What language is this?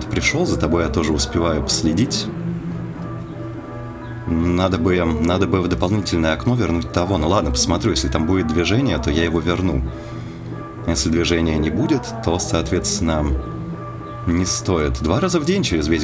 Russian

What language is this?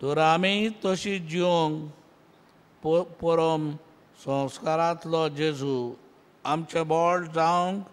Konkani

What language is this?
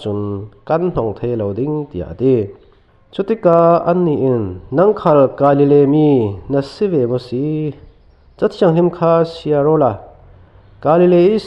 Falam Chin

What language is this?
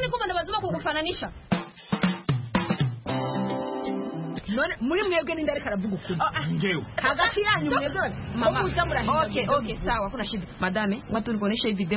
Kinyarwanda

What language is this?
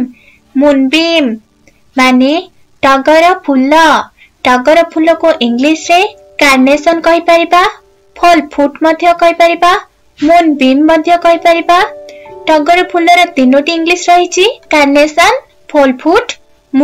Odia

